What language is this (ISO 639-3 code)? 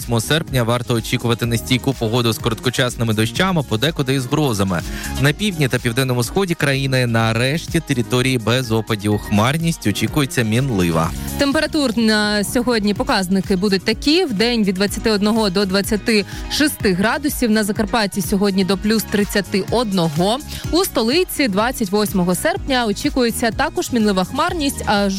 ukr